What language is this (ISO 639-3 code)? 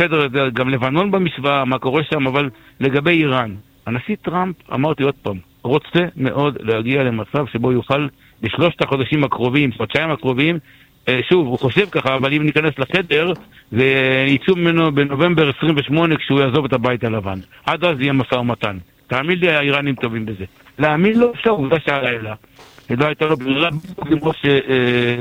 heb